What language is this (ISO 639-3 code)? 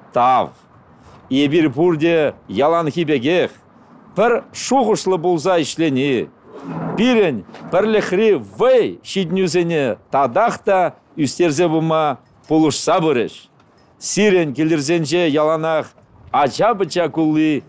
chv